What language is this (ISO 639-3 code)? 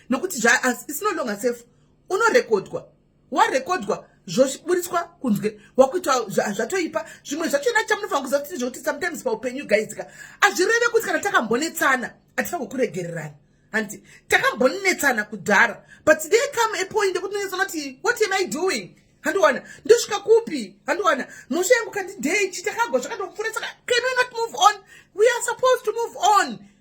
sna